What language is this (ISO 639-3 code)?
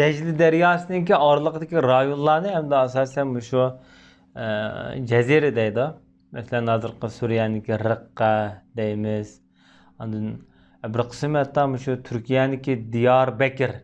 uig